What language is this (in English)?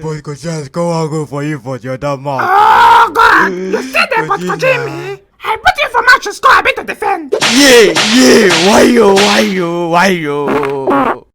Nigerian Pidgin